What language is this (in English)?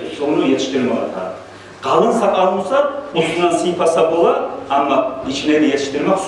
Kumyk